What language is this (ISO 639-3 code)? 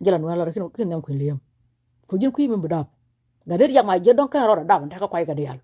nus